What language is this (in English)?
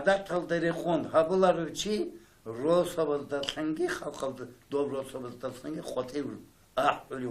Avaric